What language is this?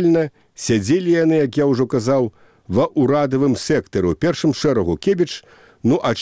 Belarusian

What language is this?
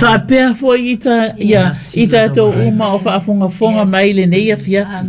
Samoan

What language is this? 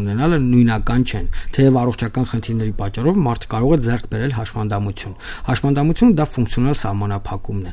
Armenian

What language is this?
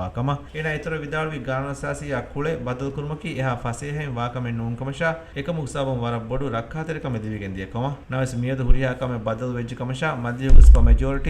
Divehi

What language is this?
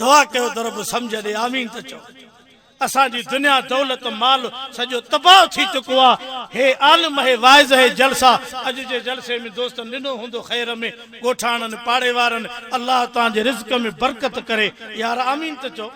Sindhi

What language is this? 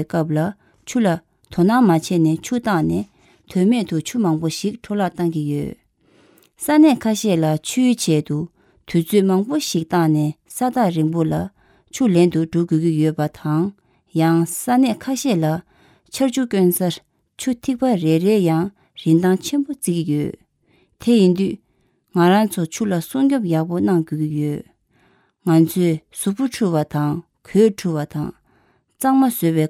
Tibetan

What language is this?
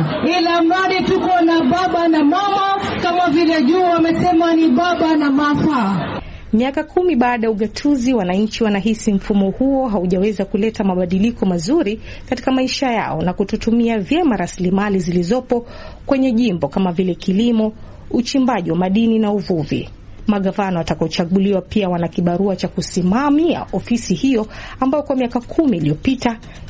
Swahili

